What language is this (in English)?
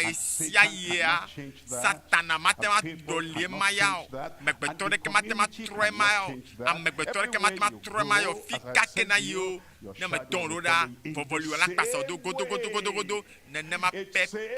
Ewe